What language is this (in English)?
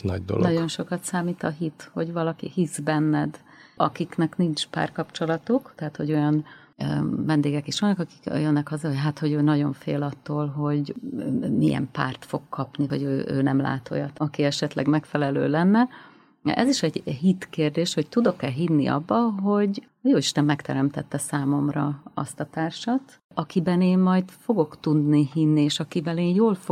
Hungarian